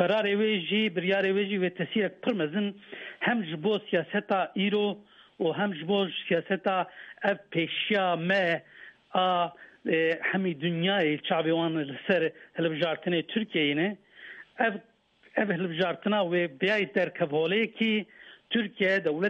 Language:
Kurdish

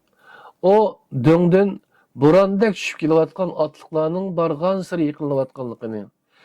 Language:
Uyghur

